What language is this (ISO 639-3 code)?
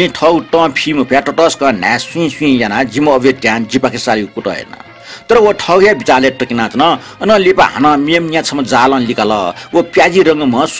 new